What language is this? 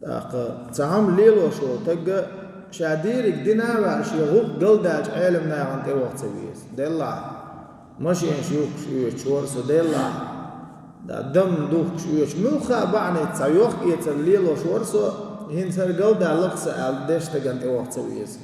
Chechen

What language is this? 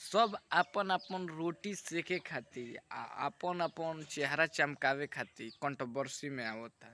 Bhojpuri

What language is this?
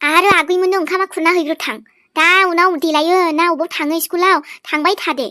Bodo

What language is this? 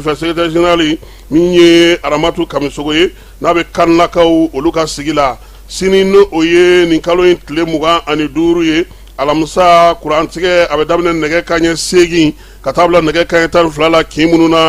Bambara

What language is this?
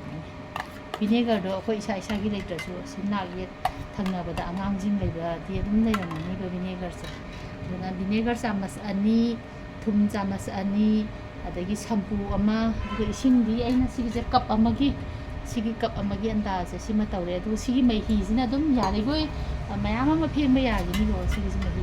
Manipuri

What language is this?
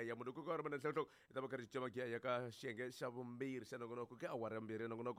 Tsonga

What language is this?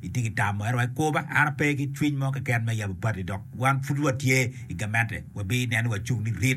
Acoli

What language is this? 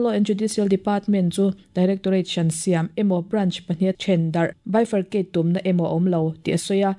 Mizo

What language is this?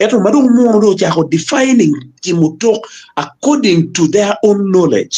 Acoli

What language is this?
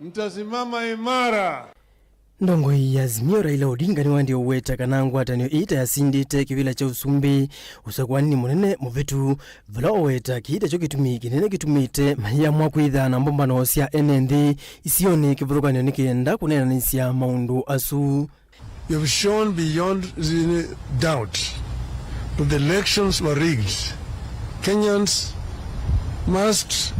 Kamba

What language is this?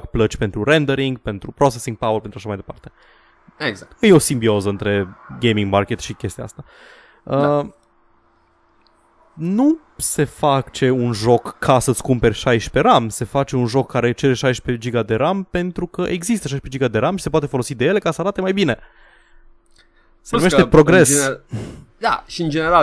Romanian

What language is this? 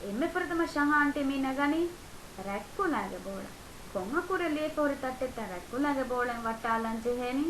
Divehi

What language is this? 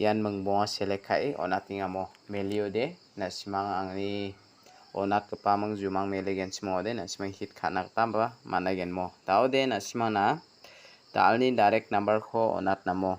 Garo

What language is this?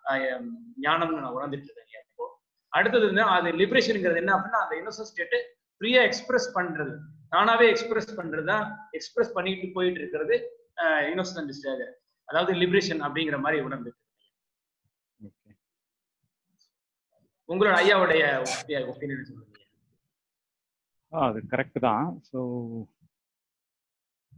Tamil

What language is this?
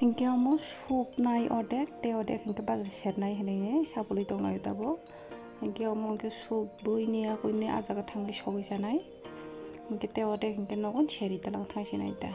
Kok Borok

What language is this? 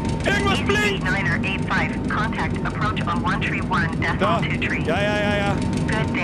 Bavarian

